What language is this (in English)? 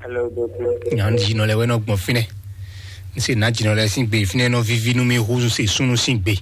Fon